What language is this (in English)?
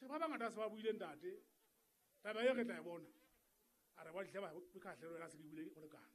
Southern Sotho